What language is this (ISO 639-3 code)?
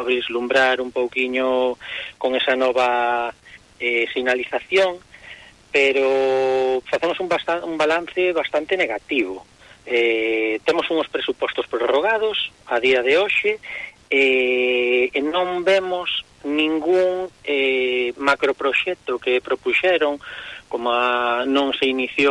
glg